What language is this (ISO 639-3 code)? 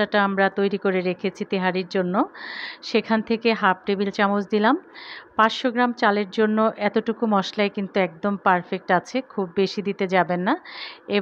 ben